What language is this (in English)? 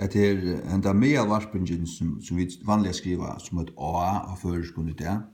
Faroese